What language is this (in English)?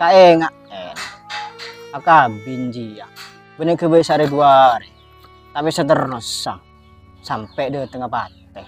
Madurese